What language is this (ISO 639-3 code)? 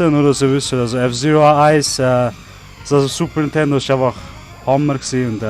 gsw